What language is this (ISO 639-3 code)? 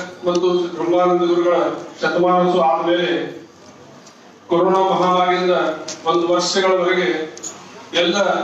kan